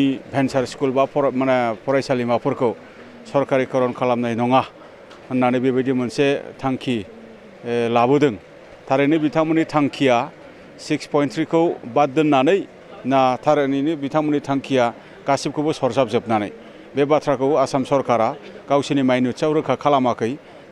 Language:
Bodo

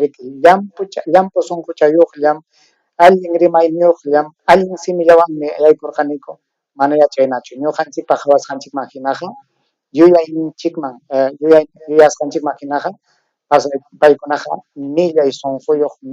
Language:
Ayacucho Quechua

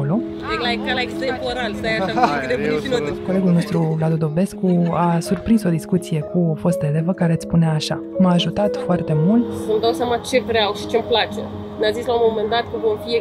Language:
Romanian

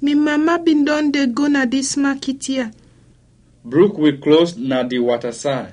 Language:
Krio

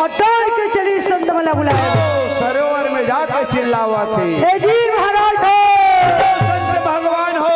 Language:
Chhattisgarhi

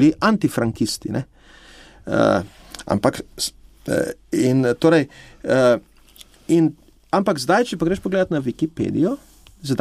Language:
Slovenian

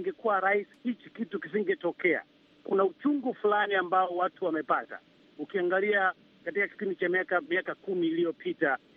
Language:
Swahili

